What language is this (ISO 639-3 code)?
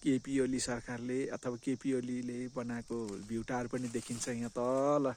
nep